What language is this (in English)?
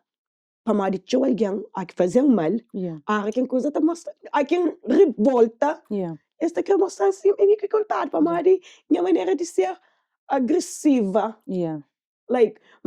Kabuverdianu